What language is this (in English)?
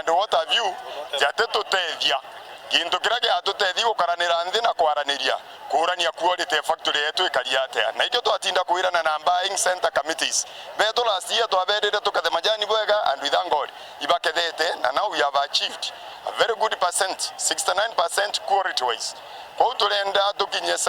Meru